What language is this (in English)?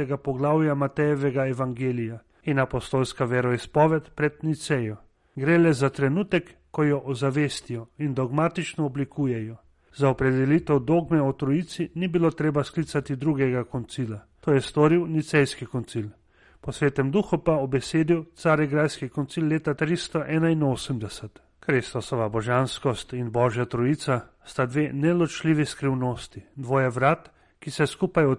Slovenian